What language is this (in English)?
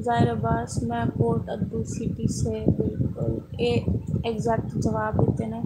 Saraiki